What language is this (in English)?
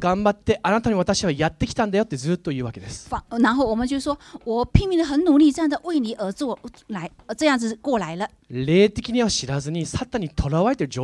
Japanese